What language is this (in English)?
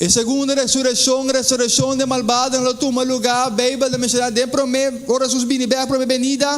Papiamento